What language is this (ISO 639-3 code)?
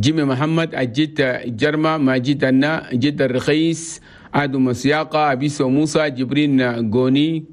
shu